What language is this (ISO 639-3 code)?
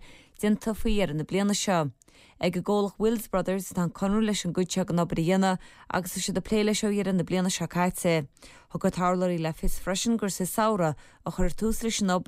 gle